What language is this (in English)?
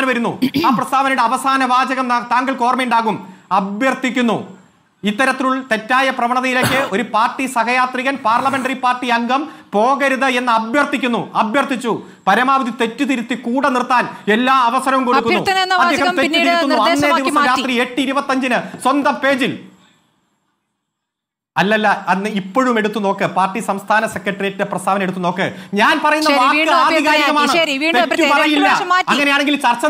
Malayalam